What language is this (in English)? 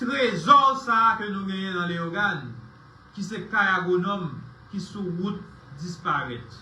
Haitian Creole